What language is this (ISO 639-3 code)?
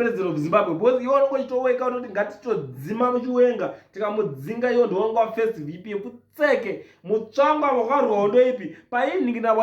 sna